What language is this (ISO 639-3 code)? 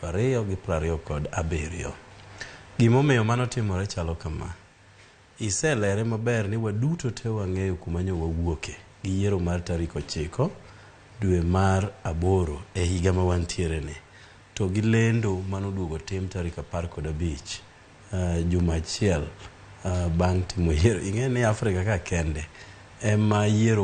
luo